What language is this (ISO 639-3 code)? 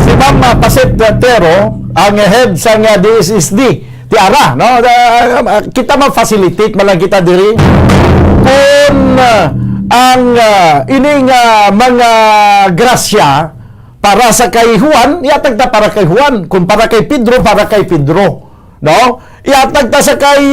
hil